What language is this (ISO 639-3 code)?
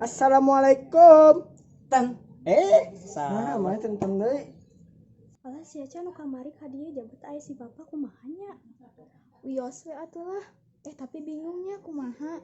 sun